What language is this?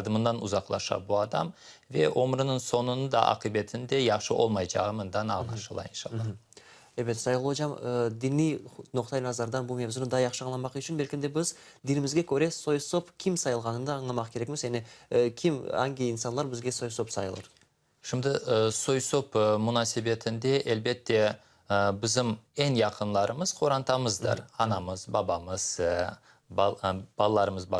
Crimean Tatar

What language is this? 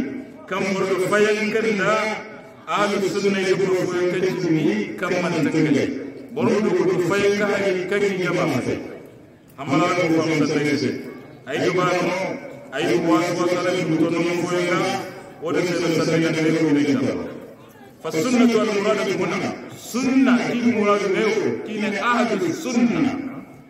Hausa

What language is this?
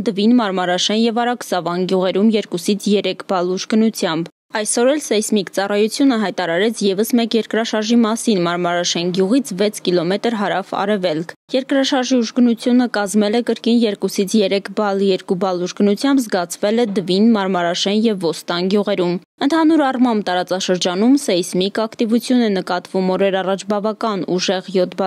Armenian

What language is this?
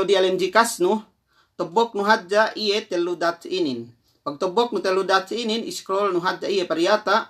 Yakan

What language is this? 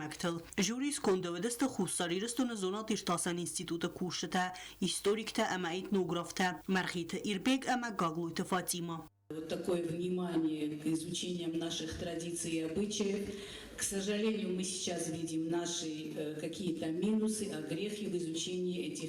Ossetic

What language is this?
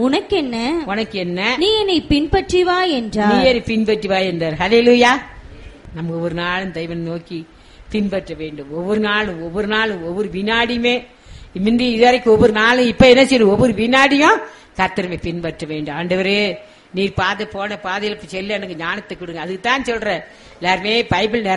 Tamil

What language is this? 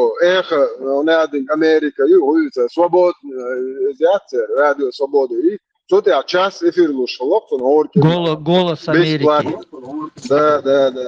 Chechen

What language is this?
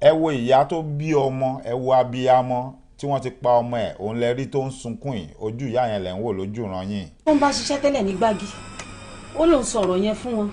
Yoruba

